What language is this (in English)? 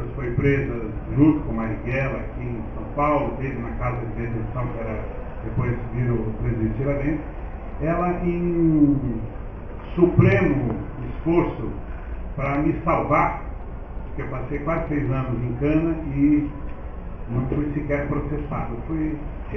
Portuguese